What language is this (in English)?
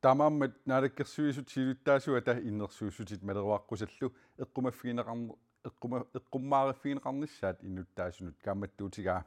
Kalaallisut